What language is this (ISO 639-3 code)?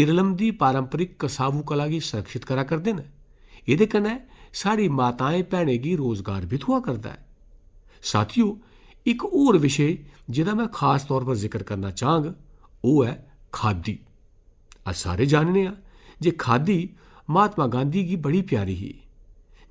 doi